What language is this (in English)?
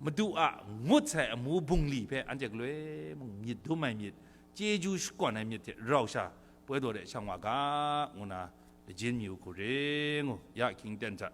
Kachin